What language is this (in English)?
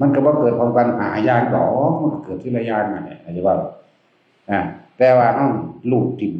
Northeastern Thai